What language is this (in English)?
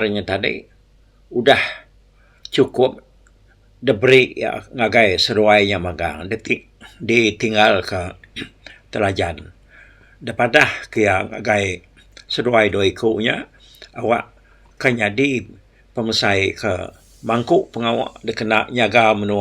Iban